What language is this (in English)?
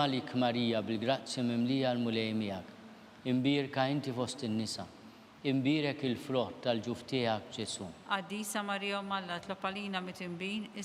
Maltese